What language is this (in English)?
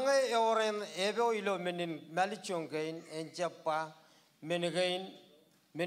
Marshallese